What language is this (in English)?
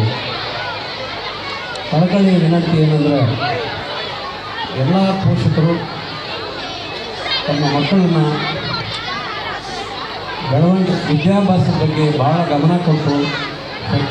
Kannada